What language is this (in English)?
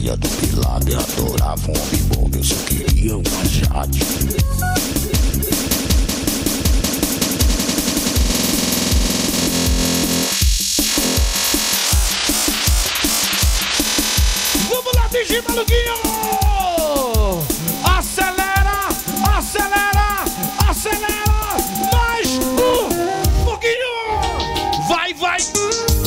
Portuguese